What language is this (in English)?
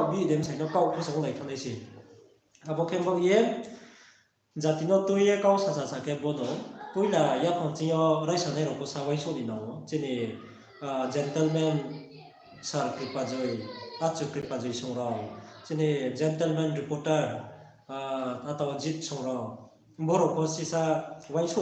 Riang (India)